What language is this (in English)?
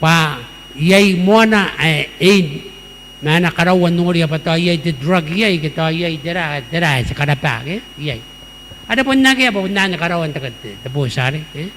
Gilbertese